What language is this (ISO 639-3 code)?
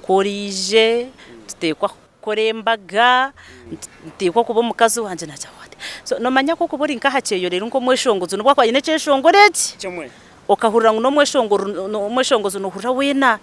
nyn